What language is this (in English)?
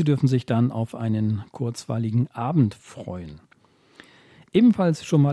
German